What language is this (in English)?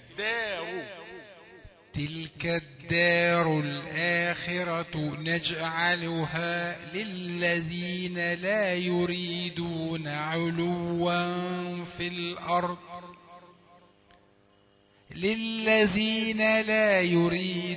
Arabic